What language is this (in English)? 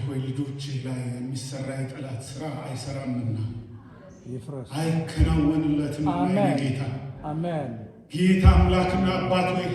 Amharic